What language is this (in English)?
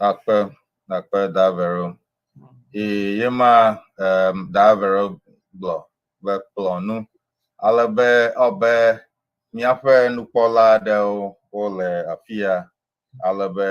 Ewe